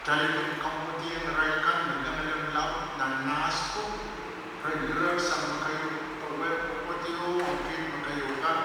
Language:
Pohnpeian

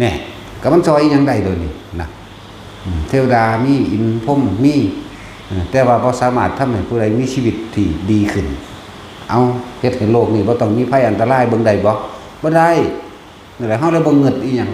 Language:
Northeastern Thai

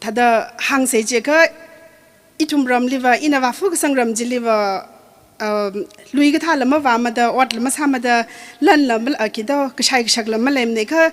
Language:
Tangkhul Naga (India)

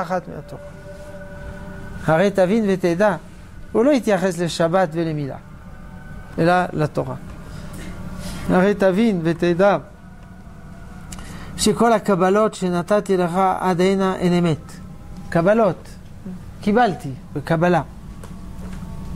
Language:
Hebrew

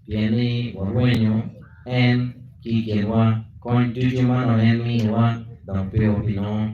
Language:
Acoli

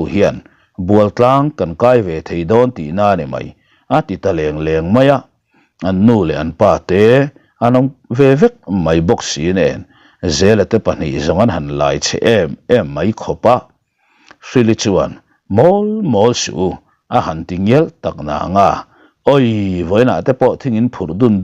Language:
Mizo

